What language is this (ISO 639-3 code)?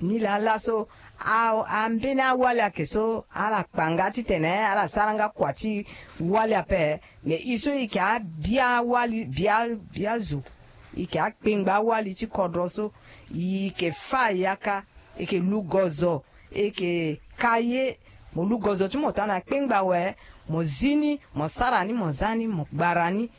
sag